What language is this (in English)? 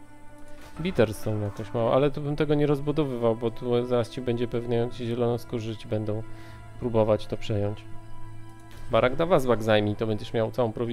Polish